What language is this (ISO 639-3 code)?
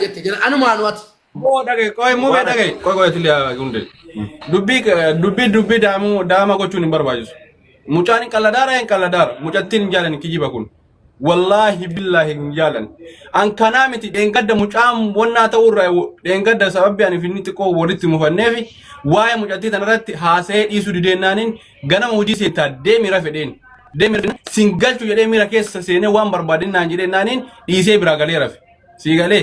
orm